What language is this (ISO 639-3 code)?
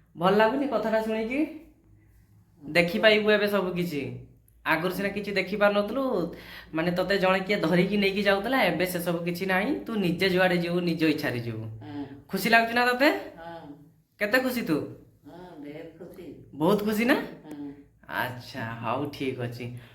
ori